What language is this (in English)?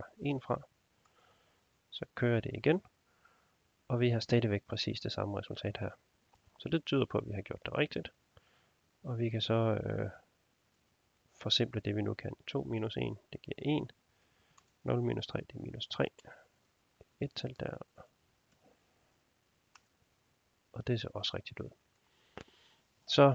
Danish